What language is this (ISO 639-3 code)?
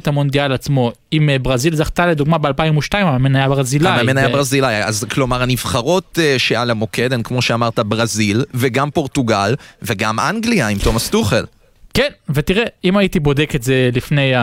heb